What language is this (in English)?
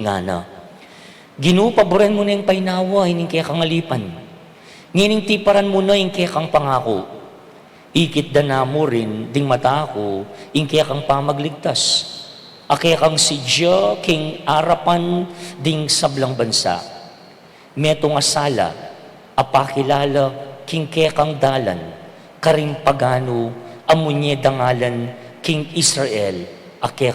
Pampanga